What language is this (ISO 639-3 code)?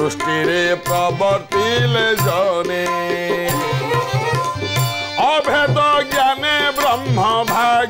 ori